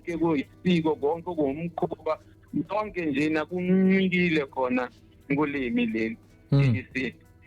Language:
Zulu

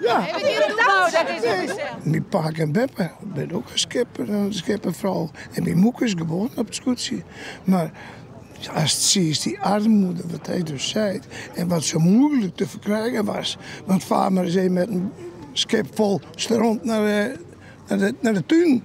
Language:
Western Frisian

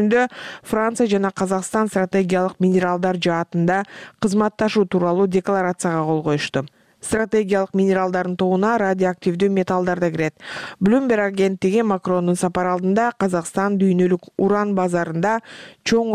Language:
Kyrgyz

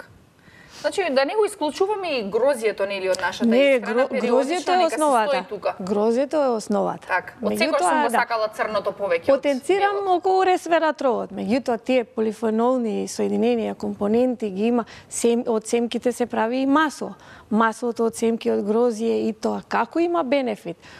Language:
Macedonian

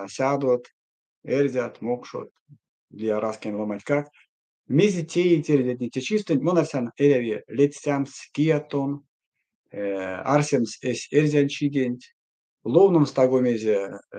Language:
Erzya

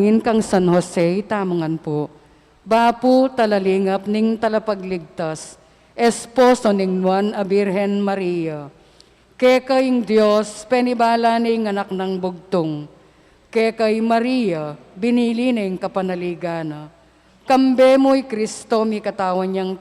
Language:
Pampanga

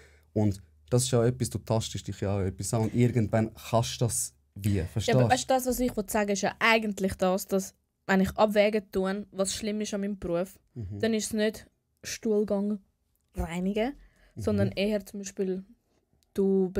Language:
Swiss German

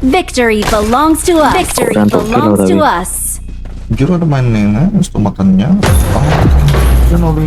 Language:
Banjar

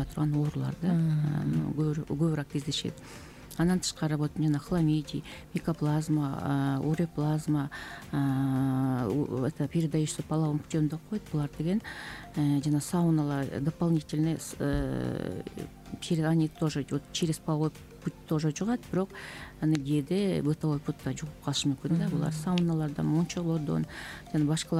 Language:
Kyrgyz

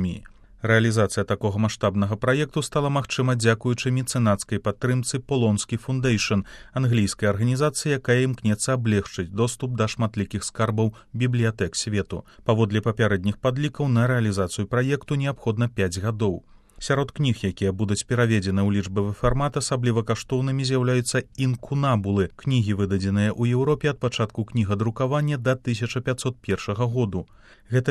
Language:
Belarusian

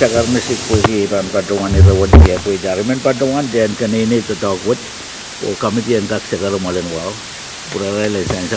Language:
Pohnpeian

